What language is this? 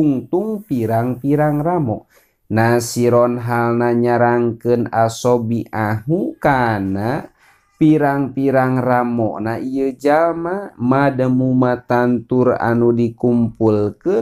Sundanese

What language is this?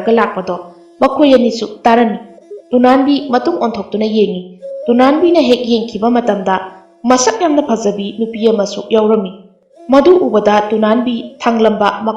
Manipuri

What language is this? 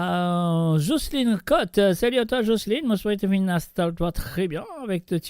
Morisyen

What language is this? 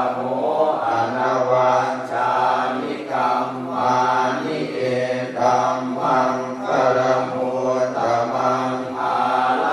Pali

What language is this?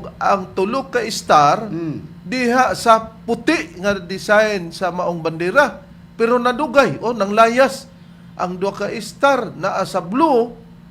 Cebuano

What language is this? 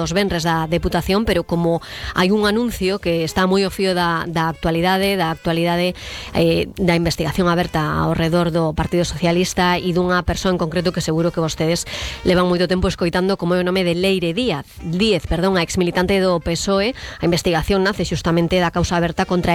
Galician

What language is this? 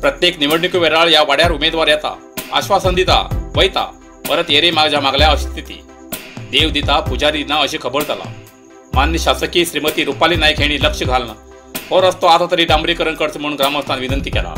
Konkani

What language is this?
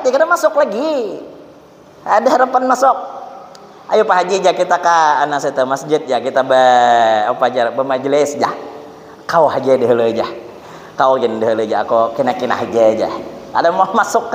Banjar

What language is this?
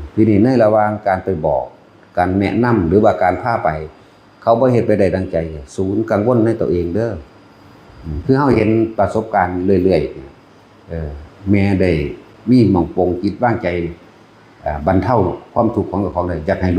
Northeastern Thai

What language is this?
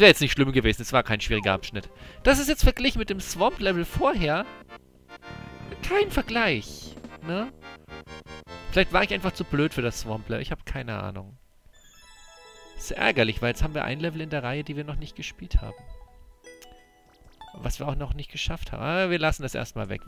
German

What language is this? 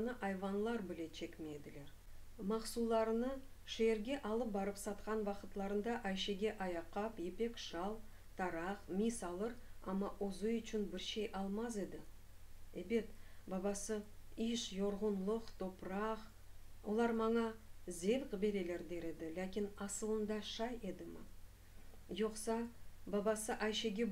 Crimean Tatar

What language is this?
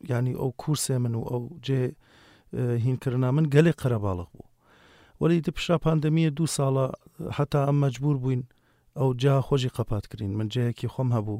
Kurdish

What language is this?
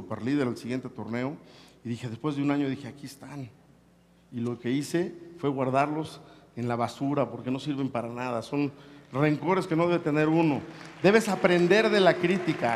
Spanish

